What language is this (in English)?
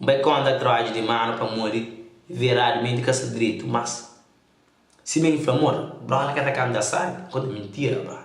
Kabuverdianu